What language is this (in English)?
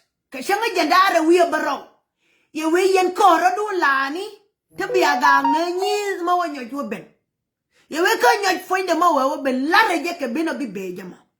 Nuer